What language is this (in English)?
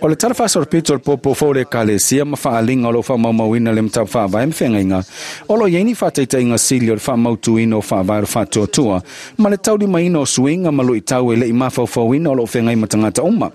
Samoan